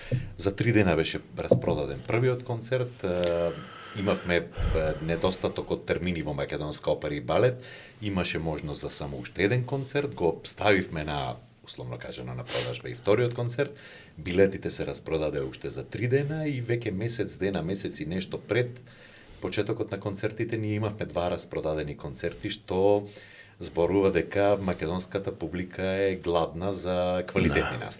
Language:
Macedonian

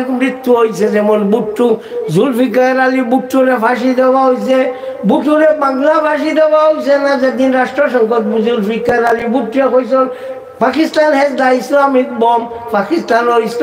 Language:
Sylheti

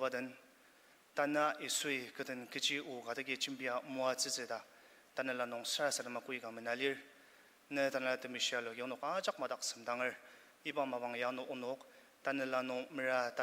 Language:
Ao Naga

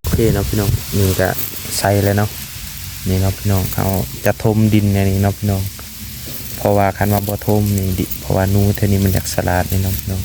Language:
Lao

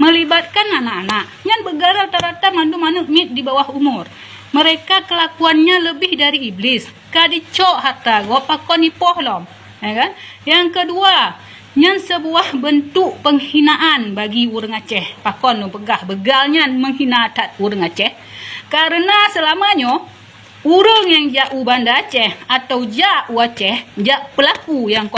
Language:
Achinese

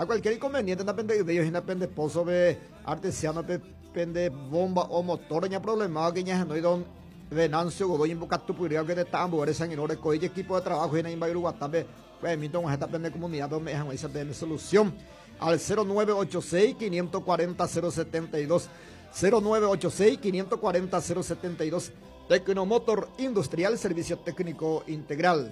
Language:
Guarani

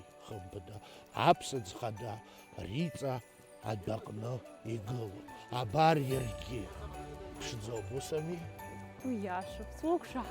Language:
Abkhazian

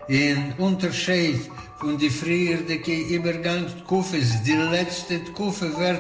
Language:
Yiddish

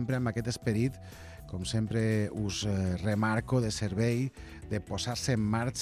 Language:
Catalan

